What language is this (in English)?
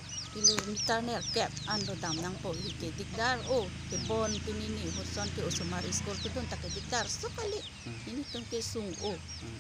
Karbi